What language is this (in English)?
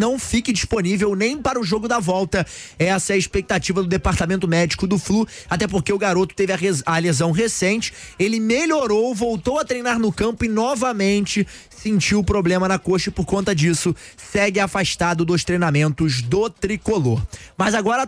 Portuguese